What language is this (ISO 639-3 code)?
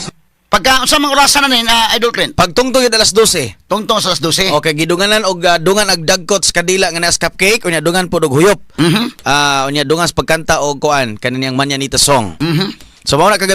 ceb